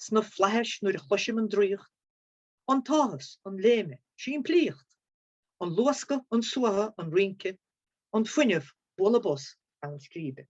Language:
Irish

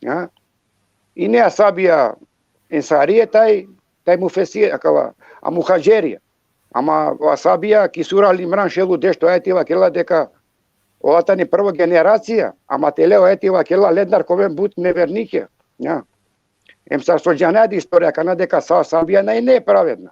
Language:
Balkan Romani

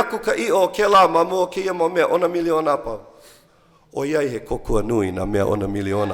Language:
Hawaiian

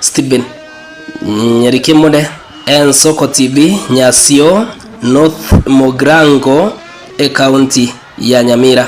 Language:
Gusii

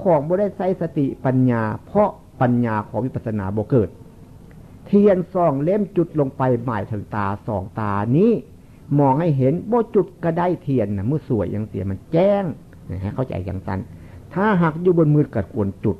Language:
Northeastern Thai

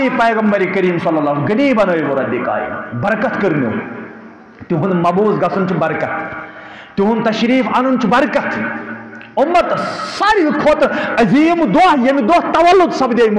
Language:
Kashmiri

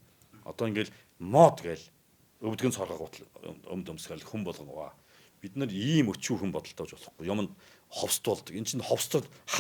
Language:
Mongolian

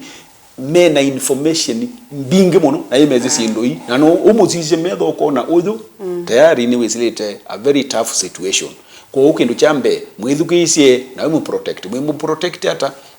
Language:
Kamba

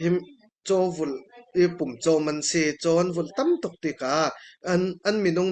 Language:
Falam Chin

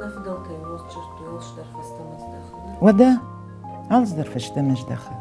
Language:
Ossetic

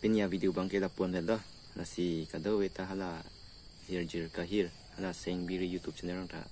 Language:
Karbi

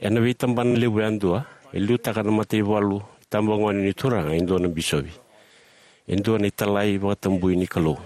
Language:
Fijian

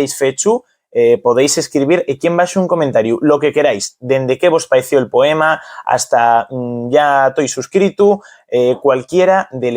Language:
Asturian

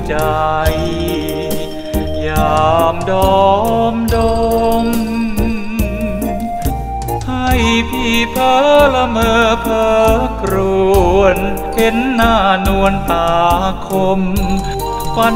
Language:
Thai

